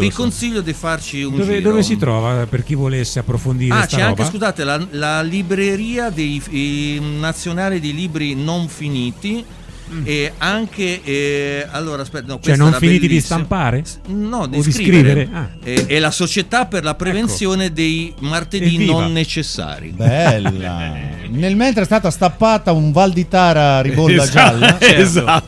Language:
Italian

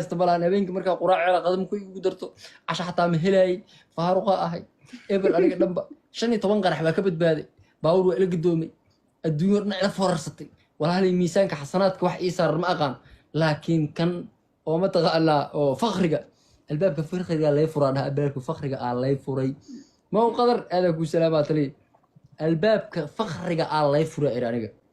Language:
Somali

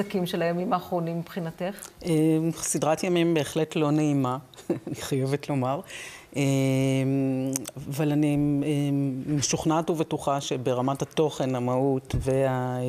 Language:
Hebrew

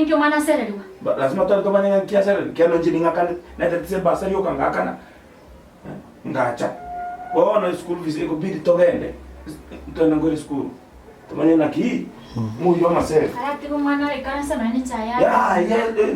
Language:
Gusii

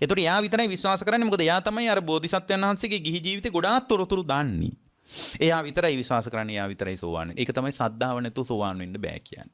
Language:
Sinhala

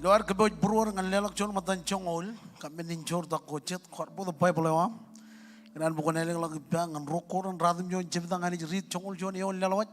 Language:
Marshallese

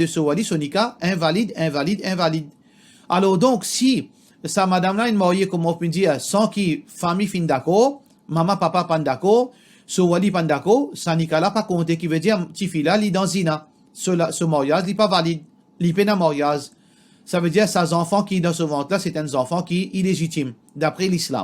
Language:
Morisyen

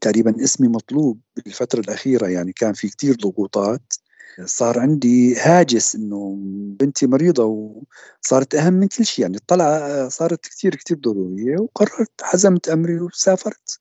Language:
North Levantine Arabic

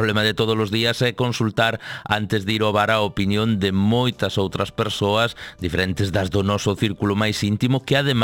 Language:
Galician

